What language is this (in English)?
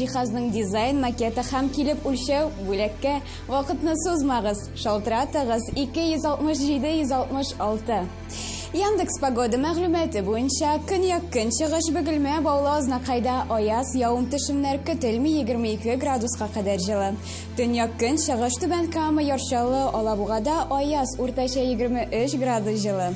Tatar